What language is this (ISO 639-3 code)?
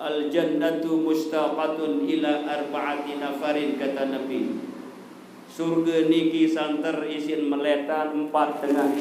sas